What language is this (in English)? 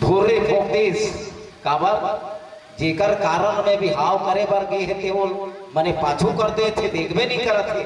Chhattisgarhi